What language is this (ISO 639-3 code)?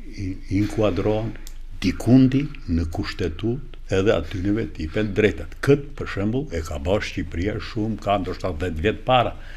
sqi